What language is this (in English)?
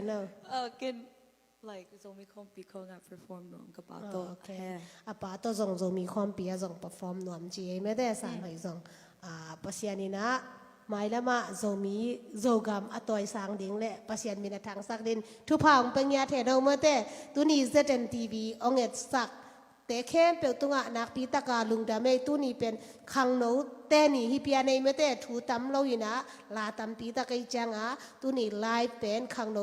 Tedim Chin